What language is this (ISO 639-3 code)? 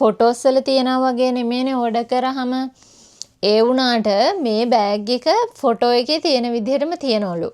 sin